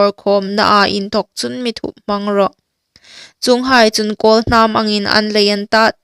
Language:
Hmar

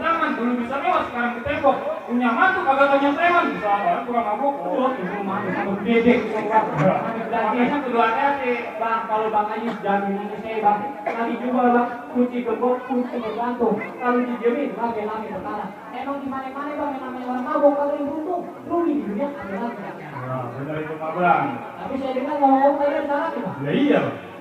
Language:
Betawi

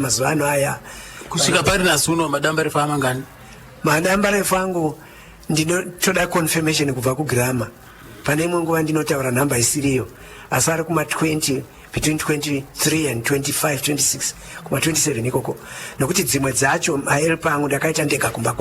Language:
Shona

